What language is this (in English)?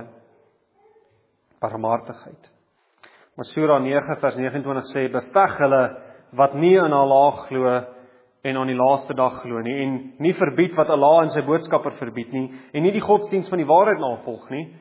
Afrikaans